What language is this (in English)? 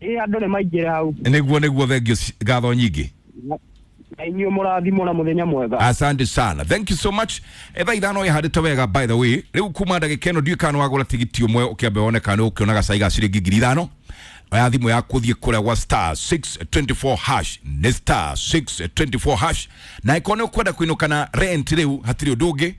Kikuyu